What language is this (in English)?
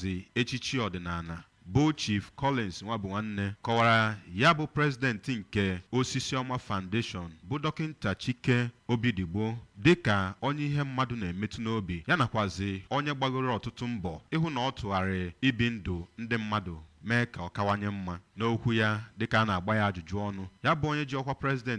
Igbo